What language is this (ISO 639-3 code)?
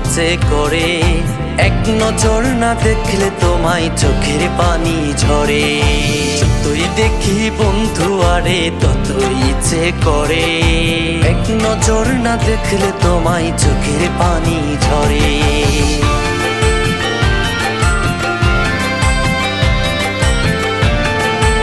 ben